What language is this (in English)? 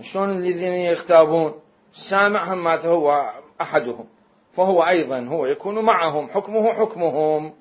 Mesopotamian Arabic